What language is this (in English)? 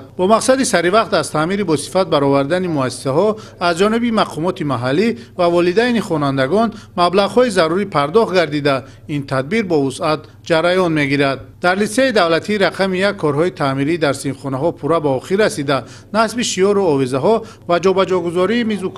Tajik